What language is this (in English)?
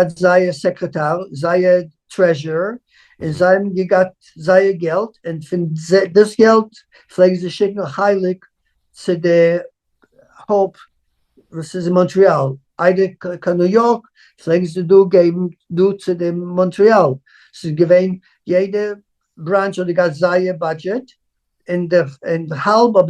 Yiddish